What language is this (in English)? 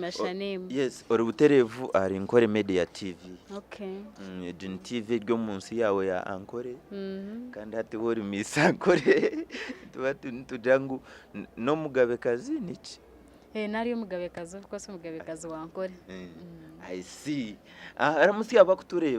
Nyankole